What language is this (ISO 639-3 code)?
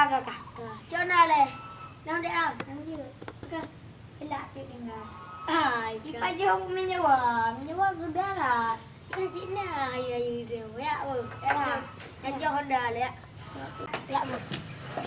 ace